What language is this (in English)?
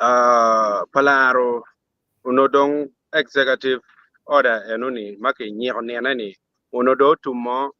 Acoli